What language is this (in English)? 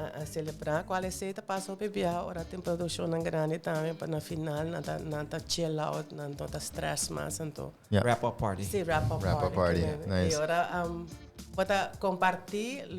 Papiamento